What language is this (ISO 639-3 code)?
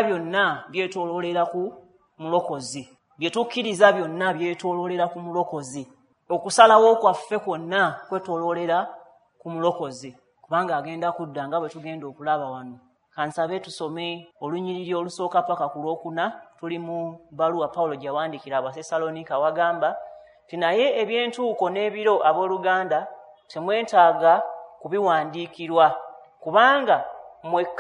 lug